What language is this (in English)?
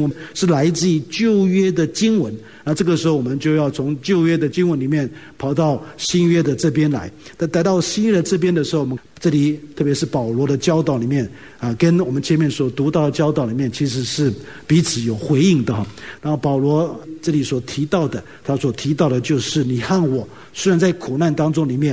Chinese